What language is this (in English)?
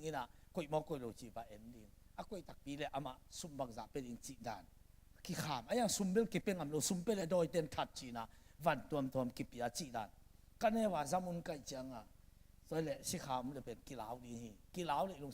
Tedim Chin